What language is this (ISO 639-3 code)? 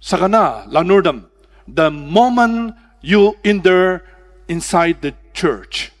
njo